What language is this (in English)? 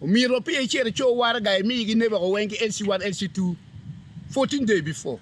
Acoli